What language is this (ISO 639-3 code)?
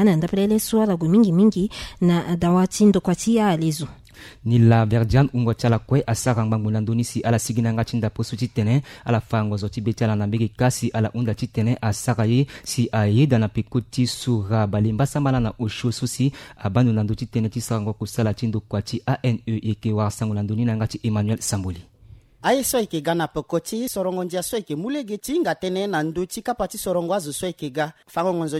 sag